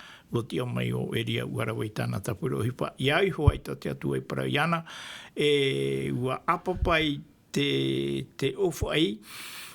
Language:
Tahitian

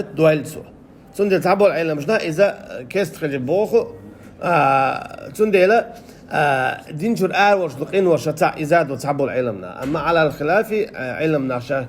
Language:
Chechen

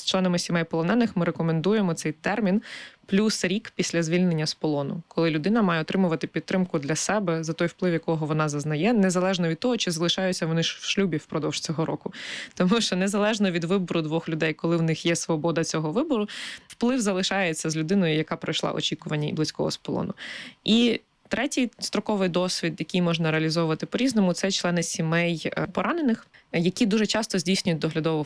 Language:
Ukrainian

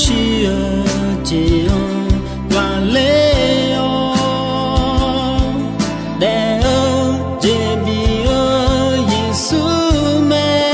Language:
Akha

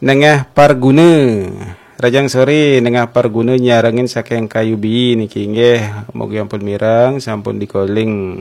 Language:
Balinese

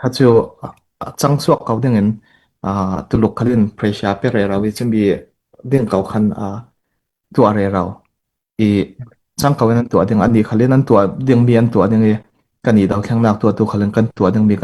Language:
Falam Chin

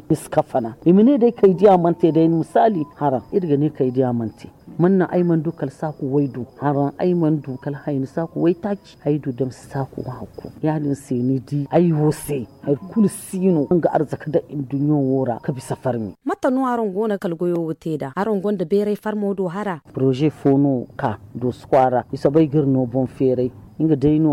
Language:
Zarma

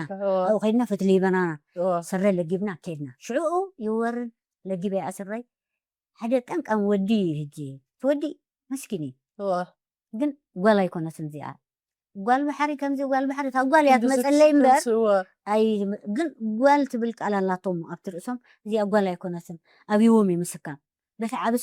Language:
Tigrinya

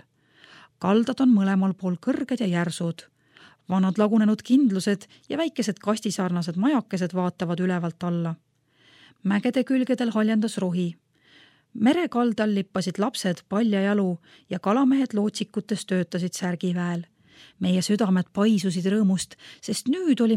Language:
Estonian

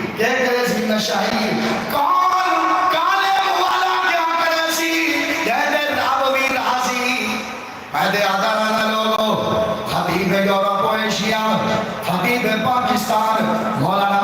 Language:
Saraiki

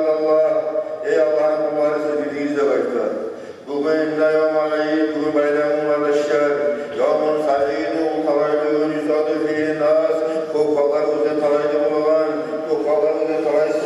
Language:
Kumyk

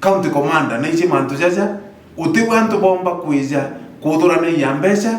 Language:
Meru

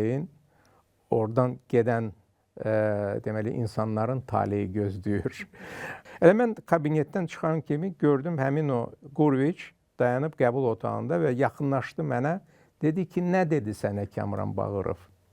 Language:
Azerbaijani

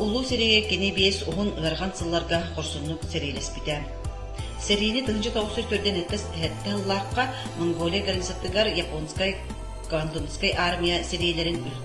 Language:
Yakut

